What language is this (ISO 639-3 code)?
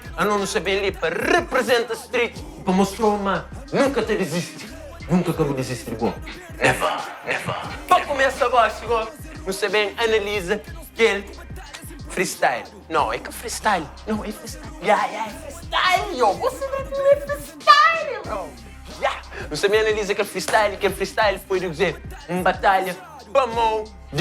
kea